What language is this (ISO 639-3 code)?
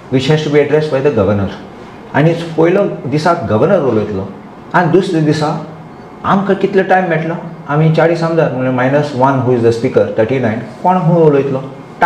kok